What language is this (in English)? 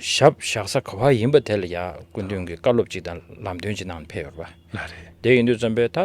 Tibetan